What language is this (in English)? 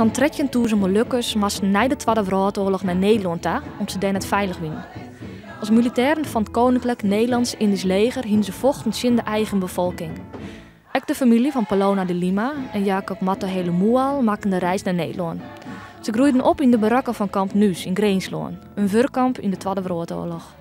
Western Frisian